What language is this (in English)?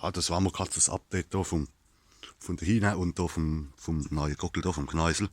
Palatine German